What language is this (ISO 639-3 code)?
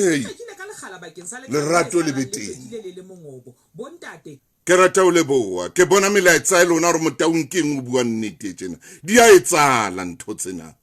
sot